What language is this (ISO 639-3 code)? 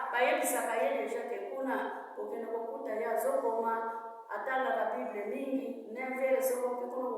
lin